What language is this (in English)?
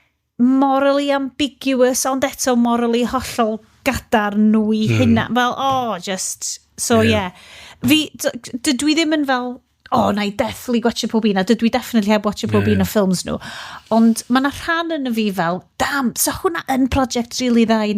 Welsh